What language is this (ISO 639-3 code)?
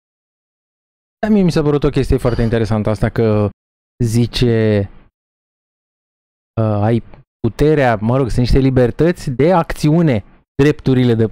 ron